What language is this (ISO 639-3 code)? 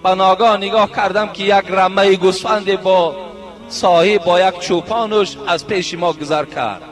tgk